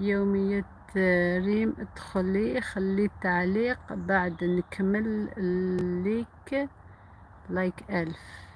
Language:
Algerian Arabic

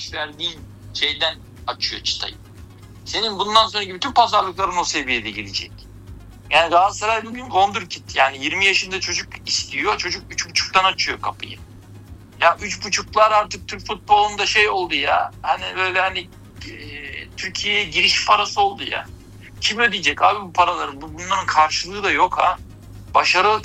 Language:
Turkish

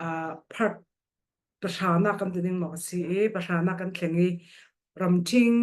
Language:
Falam Chin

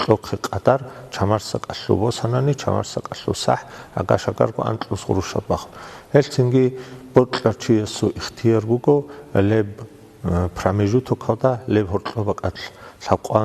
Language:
Avaric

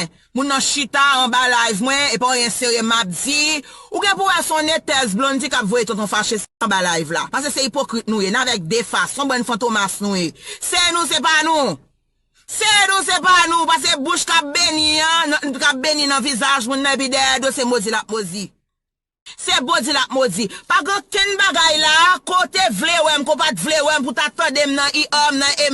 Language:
Haitian Creole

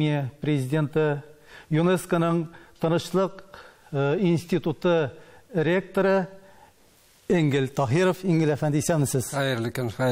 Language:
Tatar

